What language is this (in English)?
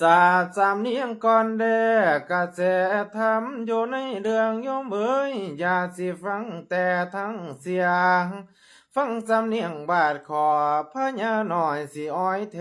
Lao